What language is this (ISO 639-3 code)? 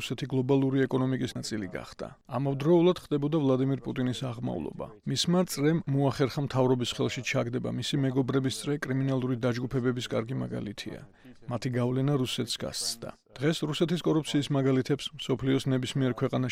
kat